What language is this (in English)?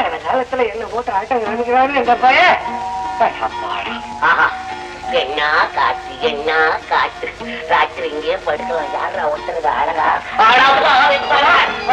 Tamil